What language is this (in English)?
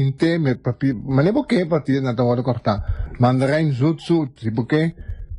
Papiamento